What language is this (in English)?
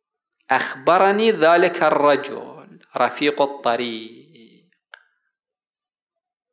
Arabic